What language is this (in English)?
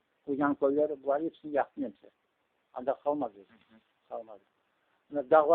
Crimean Tatar